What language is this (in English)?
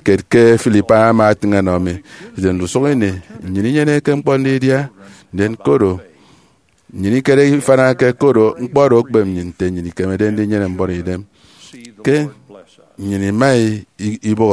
Efik